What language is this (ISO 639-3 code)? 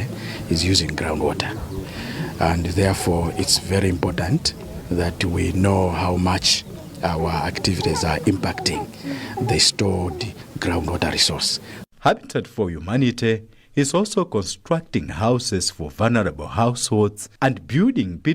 eng